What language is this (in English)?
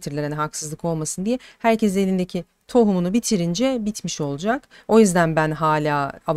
Turkish